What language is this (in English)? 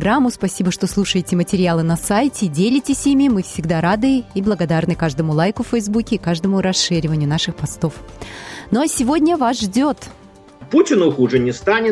Russian